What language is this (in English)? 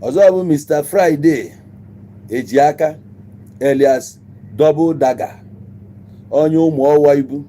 Igbo